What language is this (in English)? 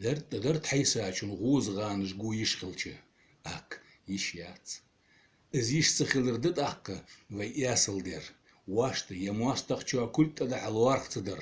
Ingush